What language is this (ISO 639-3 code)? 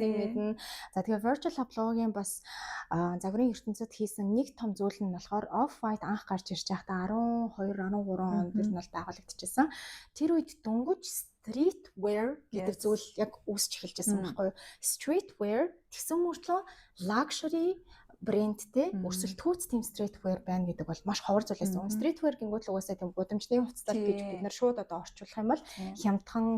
mon